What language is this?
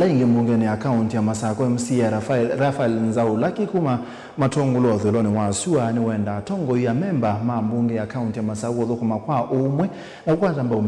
Kamba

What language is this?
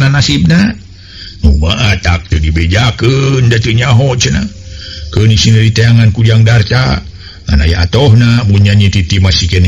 Sundanese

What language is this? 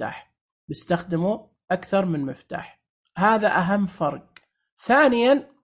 Najdi Arabic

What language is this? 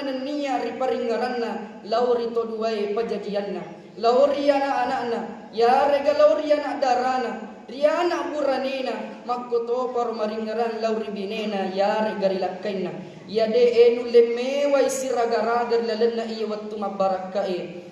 Buginese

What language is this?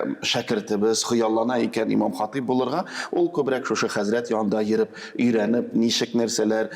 Tatar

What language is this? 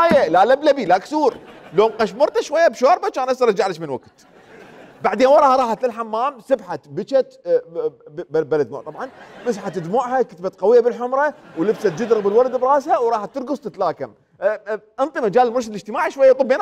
Mesopotamian Arabic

